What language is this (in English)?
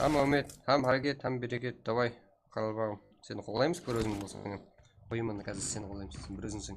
Kara-Kalpak